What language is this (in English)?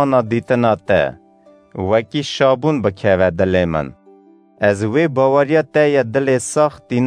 Kurdish